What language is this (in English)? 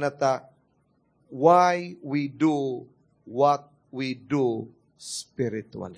Cebuano